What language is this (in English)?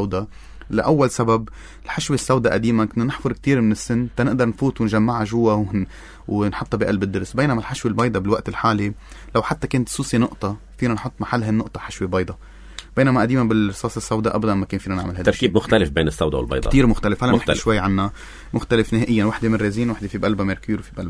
North Levantine Arabic